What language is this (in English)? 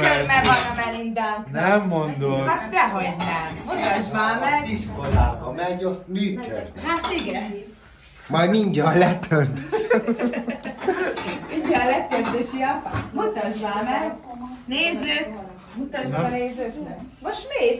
Hungarian